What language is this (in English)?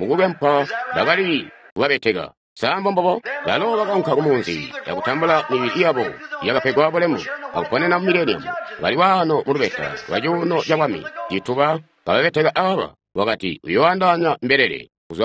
Tonga (Zambia)